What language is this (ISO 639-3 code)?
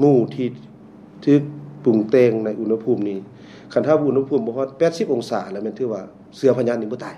lao